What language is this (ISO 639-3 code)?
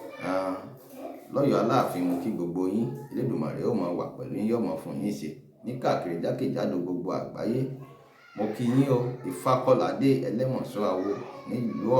yor